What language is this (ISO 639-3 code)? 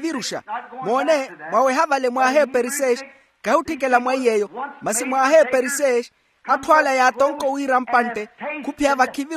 vmw